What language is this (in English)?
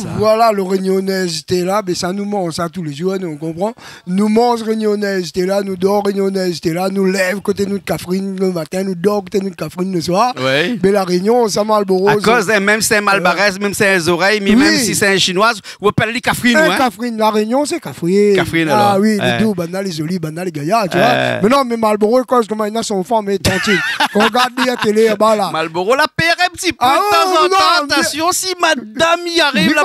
Réunion Creole French